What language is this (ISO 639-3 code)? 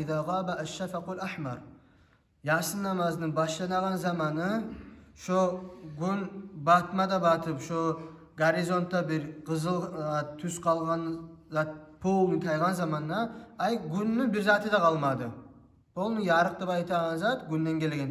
kum